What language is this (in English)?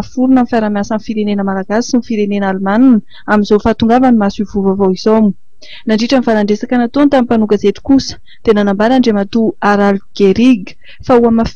Malagasy